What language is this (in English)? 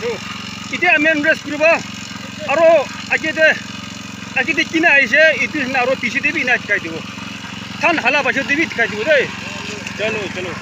Naga Pidgin